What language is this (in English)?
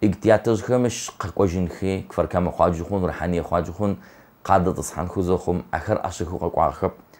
Adyghe